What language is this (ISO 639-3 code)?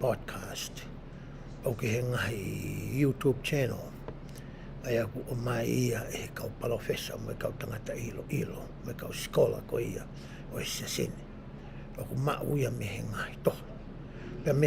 ton